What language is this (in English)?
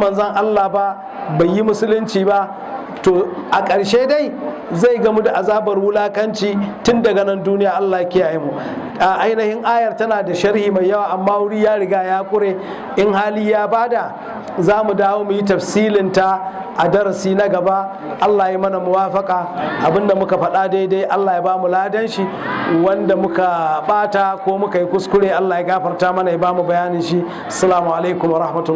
Hausa